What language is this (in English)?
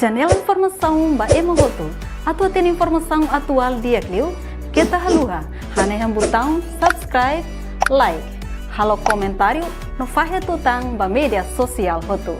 Tetum